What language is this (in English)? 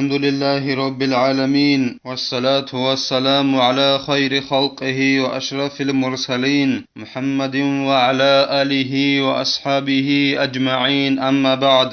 Avaric